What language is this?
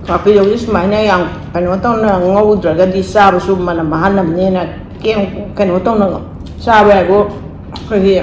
Manipuri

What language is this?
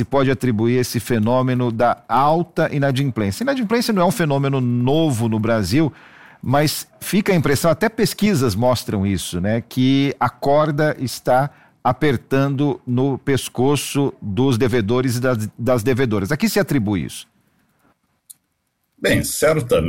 Portuguese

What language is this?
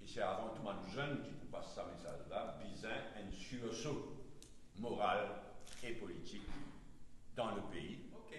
Morisyen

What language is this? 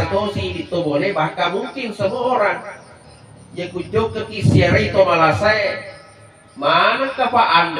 Buginese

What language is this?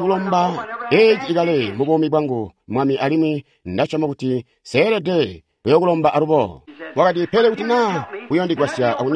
Tonga (Zambia)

